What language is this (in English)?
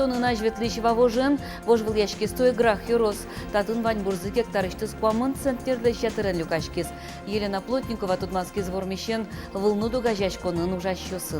Udmurt